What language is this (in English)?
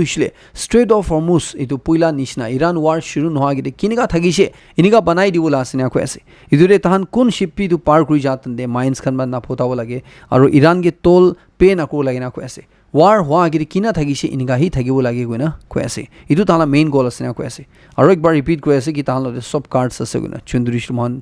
Naga Pidgin